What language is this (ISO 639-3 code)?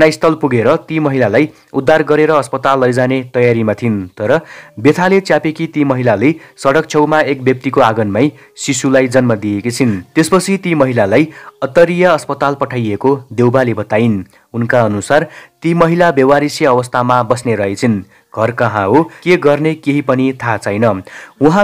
nep